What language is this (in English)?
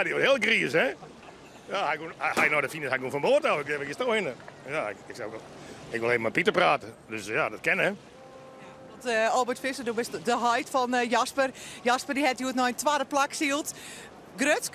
Western Frisian